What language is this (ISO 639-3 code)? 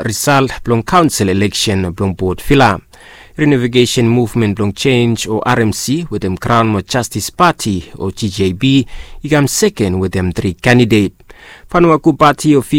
bis